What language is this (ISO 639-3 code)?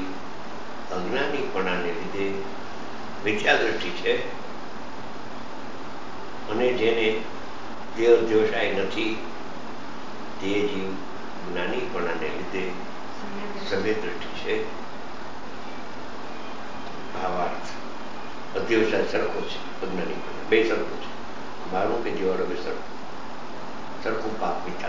guj